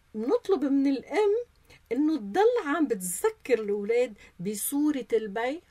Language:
North Levantine Arabic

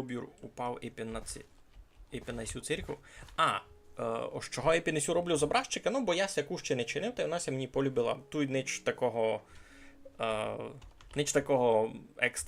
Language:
Rusyn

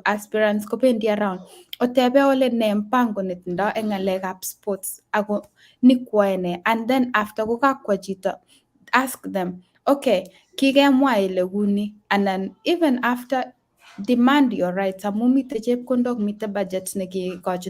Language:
Kalenjin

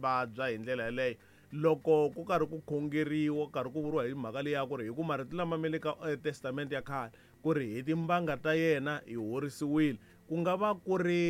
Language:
Tsonga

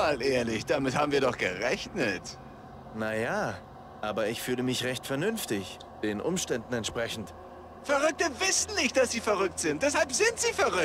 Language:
Bavarian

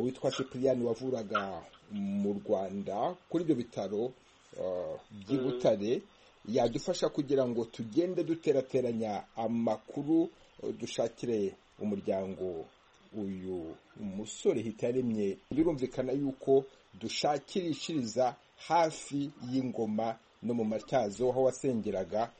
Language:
Kinyarwanda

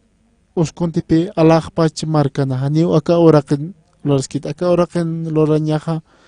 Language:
Aymara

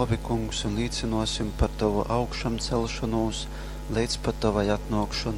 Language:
Latgalian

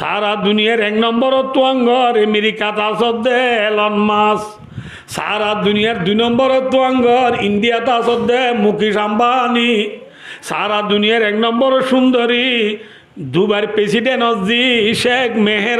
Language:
Rohingya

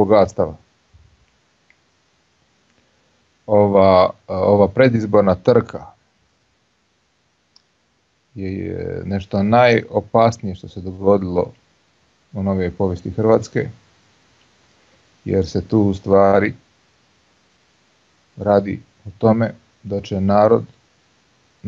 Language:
Croatian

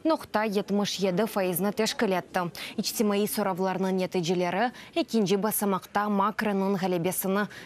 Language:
Crimean Tatar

